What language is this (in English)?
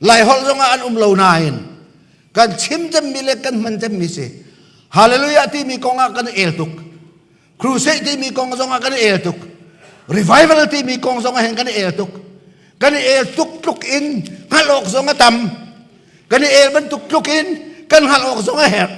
Hakha Chin